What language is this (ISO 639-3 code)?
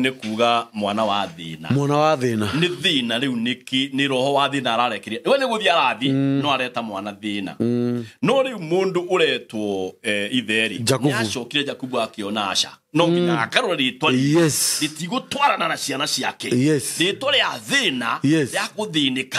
kik